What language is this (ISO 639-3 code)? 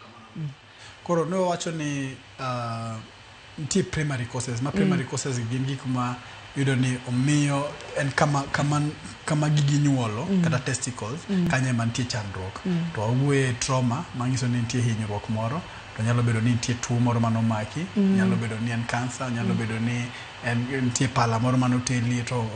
luo